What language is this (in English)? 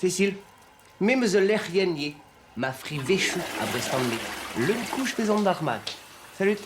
Breton